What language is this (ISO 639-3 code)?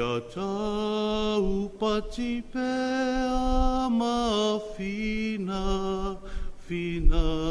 smo